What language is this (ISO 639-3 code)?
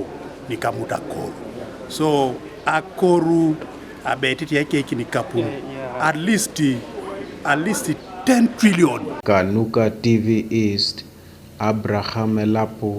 teo